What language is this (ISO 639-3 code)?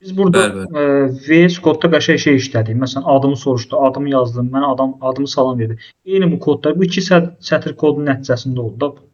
aze